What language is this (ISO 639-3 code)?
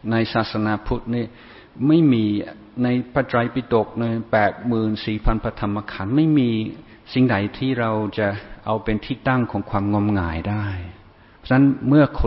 tha